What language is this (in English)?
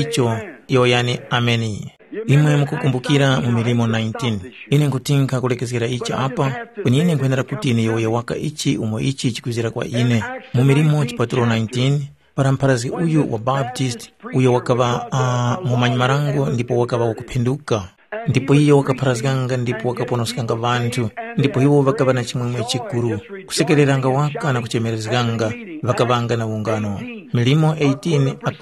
Tumbuka